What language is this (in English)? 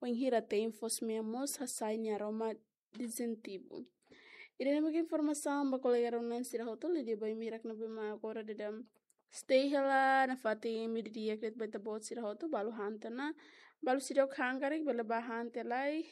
Tetum